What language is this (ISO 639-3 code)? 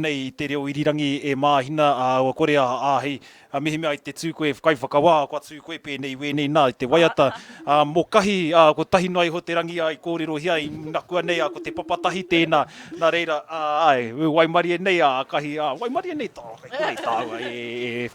mri